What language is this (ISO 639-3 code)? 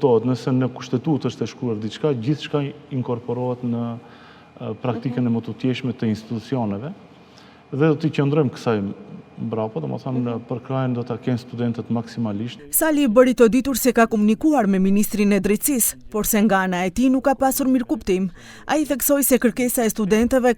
sqi